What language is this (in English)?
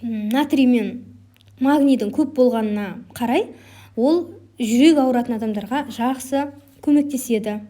Kazakh